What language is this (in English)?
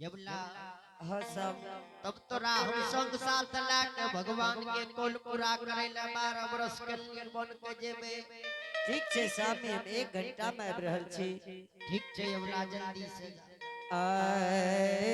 Angika